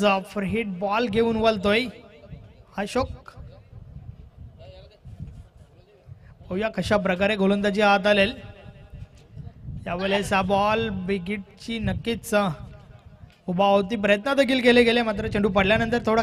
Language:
Marathi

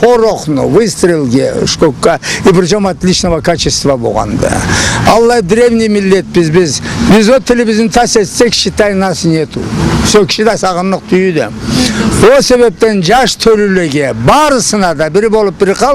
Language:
Karachay-Balkar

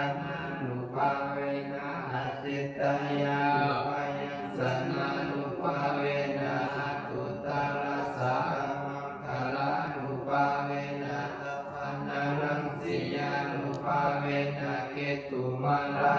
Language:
Pali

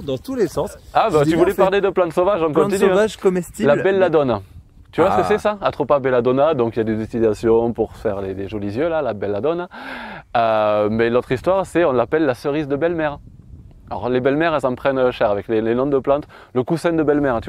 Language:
French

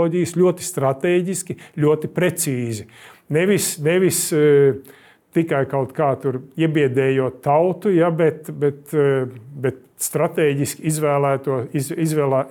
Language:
Latvian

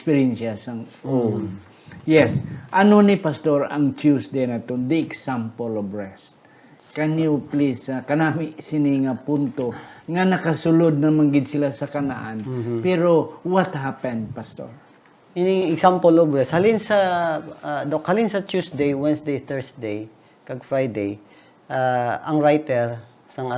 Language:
Hiligaynon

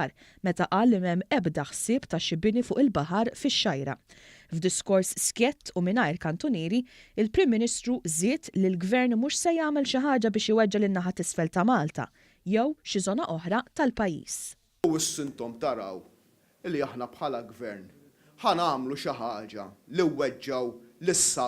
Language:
Maltese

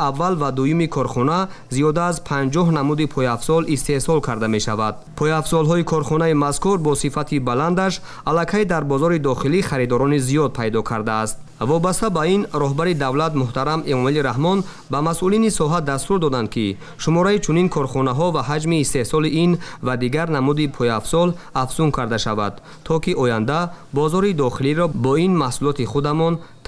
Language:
Tajik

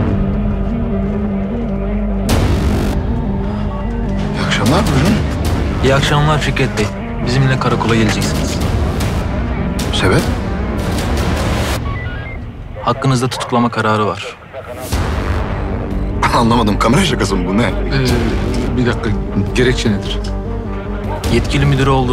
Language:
Turkish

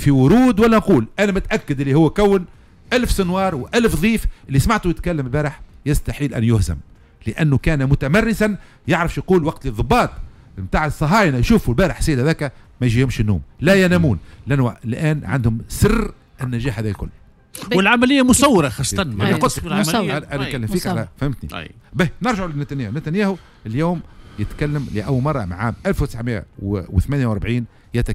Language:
Tunisian Arabic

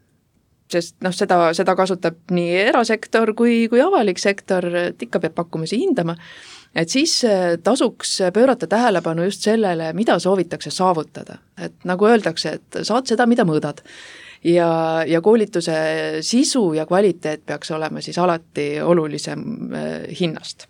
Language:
Estonian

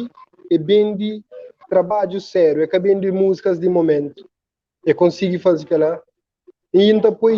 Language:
Kabuverdianu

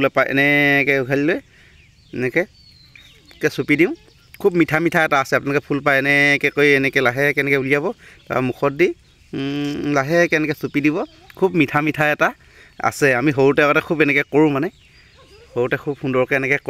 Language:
Assamese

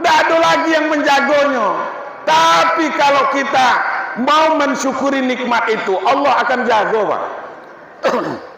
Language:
Minangkabau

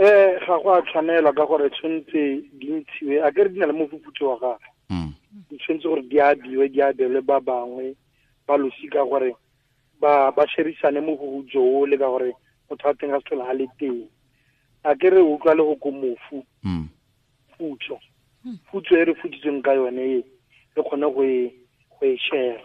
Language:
Tswana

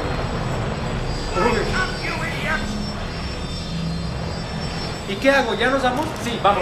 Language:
Spanish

